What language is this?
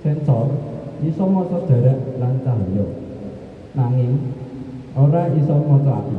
Javanese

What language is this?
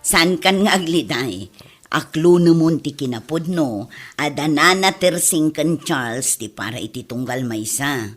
Iloko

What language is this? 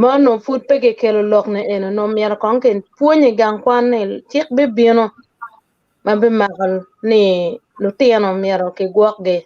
Acoli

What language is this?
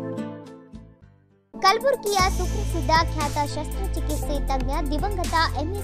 Kannada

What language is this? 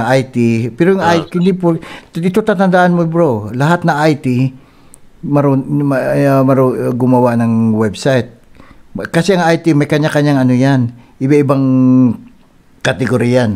Filipino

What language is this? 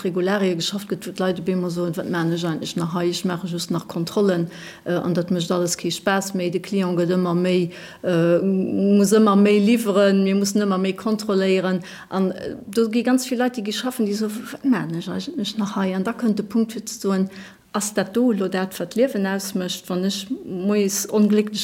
Luxembourgish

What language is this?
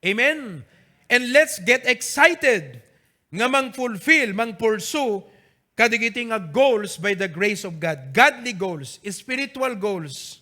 Iloko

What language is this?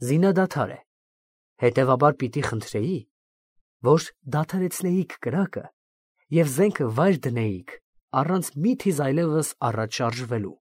Armenian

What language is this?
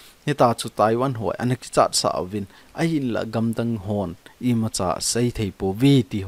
Thado Chin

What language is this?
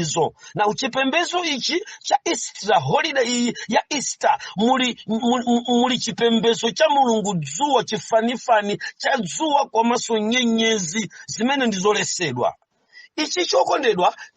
Nyanja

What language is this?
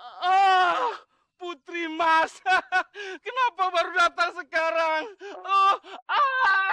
Betawi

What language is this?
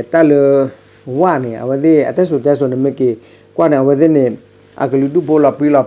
S'gaw Karen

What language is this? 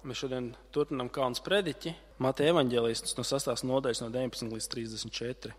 Latvian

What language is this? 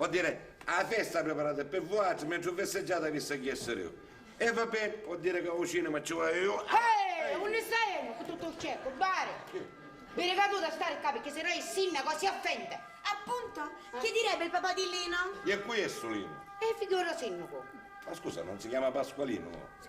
Sicilian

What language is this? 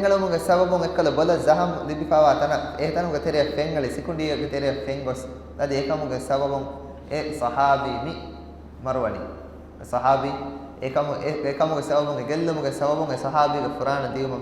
Divehi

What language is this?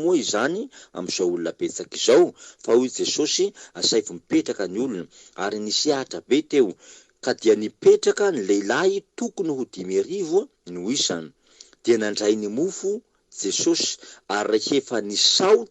Malagasy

